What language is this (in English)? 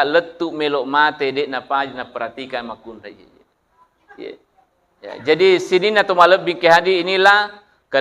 Buginese